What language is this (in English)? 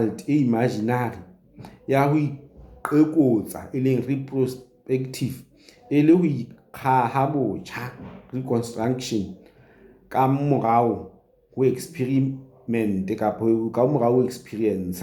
Southern Sotho